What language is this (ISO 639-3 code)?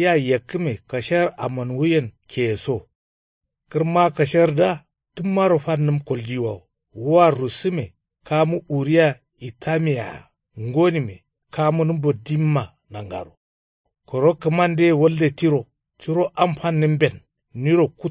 kau